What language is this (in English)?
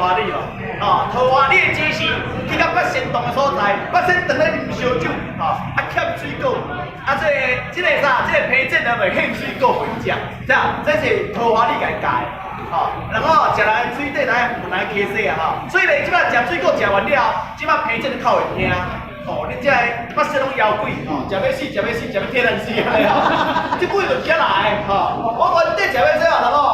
Min Nan Chinese